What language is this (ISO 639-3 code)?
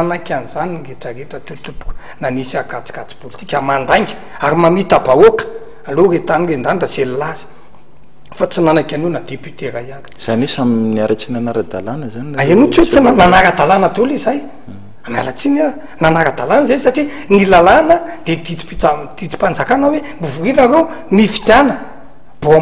mlg